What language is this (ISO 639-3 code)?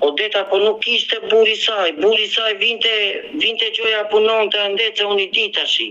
sqi